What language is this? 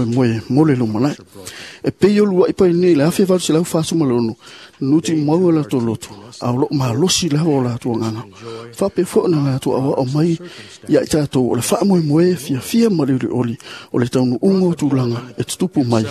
Samoan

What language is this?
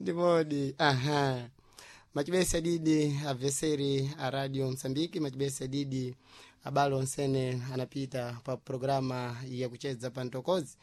Sena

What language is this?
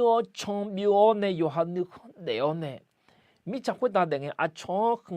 Akha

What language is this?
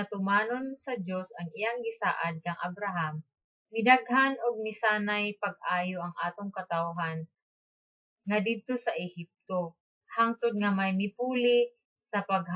Cebuano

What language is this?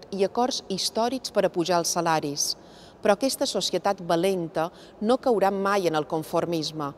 Catalan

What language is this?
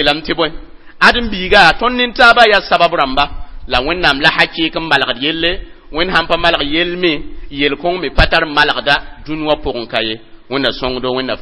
Mossi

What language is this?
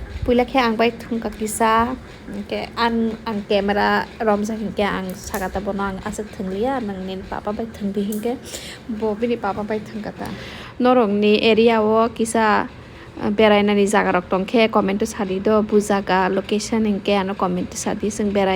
Kok Borok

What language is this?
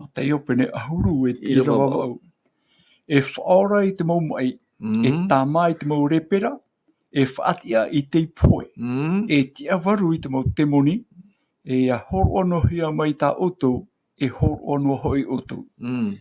Tahitian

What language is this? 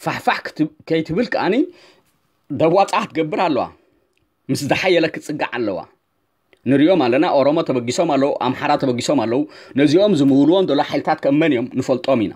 Tigrinya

